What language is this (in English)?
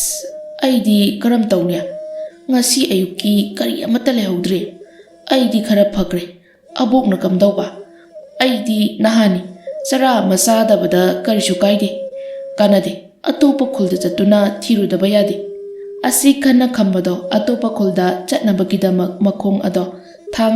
Manipuri